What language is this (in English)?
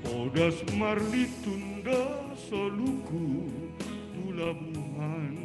Batak Simalungun